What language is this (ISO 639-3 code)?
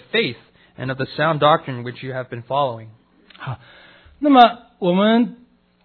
zho